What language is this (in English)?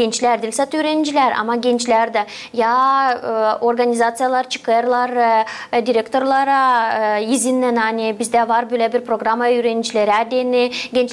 Gagauz